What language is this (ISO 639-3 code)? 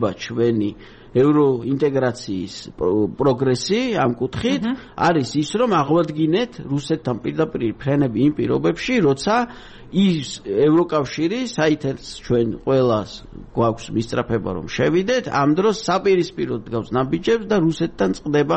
kat